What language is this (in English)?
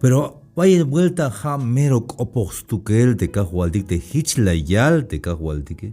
Tzeltal